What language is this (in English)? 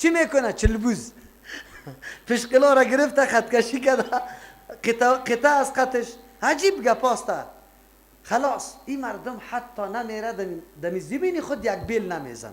Persian